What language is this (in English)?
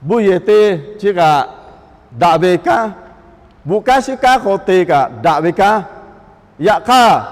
Lahu